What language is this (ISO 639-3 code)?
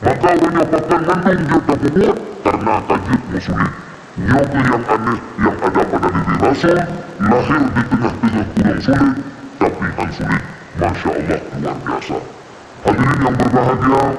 ace